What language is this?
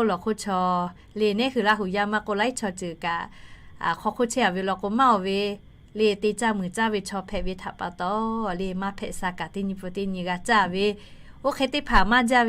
Lahu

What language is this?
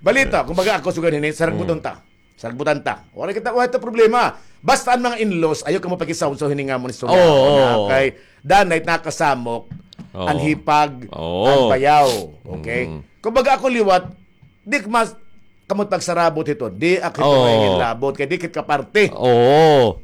Waray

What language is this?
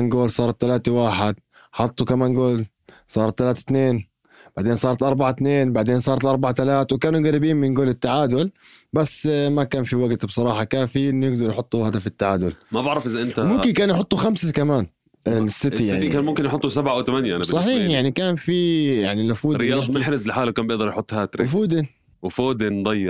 North Levantine Arabic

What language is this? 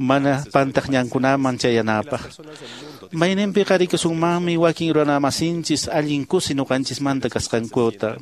Quechua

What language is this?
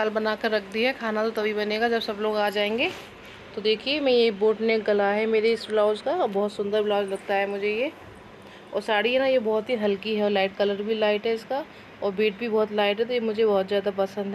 Hindi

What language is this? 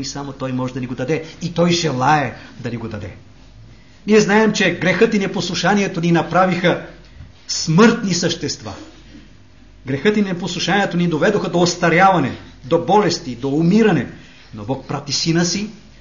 Bulgarian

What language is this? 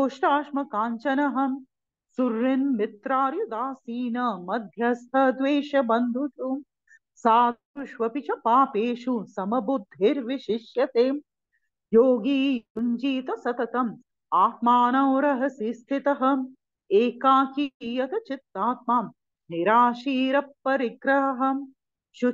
Sanskrit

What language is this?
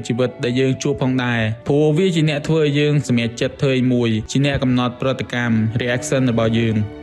Khmer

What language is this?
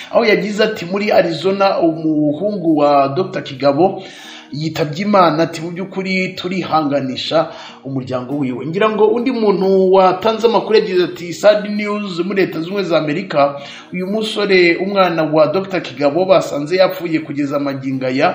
Kinyarwanda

